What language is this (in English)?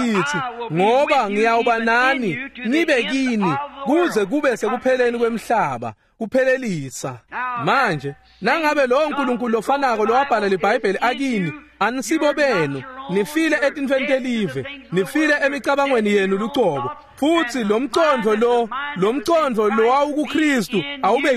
Swati